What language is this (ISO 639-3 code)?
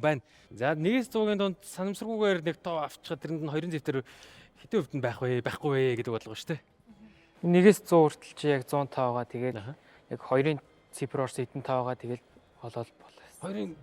mon